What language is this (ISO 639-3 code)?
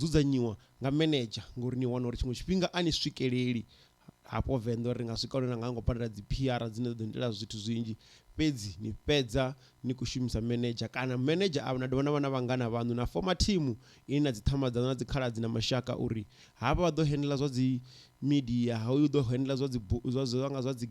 ven